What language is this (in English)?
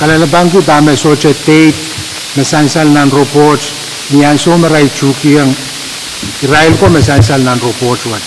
Pohnpeian